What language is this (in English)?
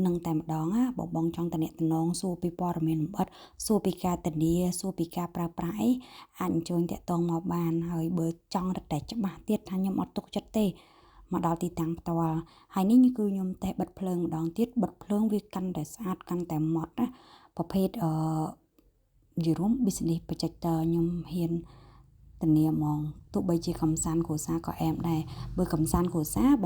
Khmer